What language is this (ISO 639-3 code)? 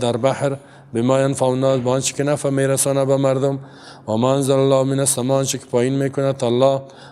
fas